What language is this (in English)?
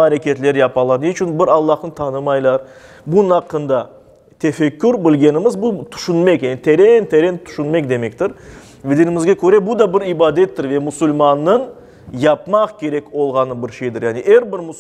Crimean Tatar